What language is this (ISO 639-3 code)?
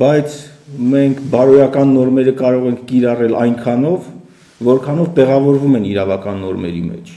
hye